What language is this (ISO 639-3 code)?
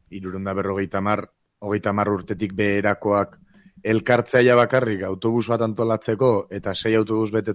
eus